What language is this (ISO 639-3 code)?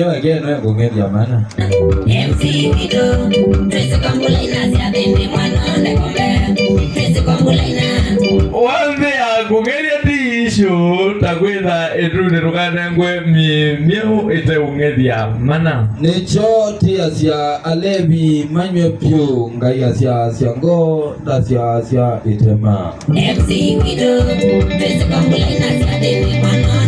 kam